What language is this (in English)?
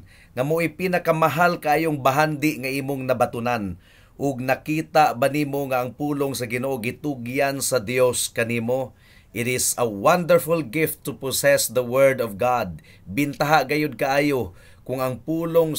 Cebuano